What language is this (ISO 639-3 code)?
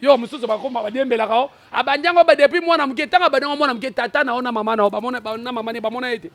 lin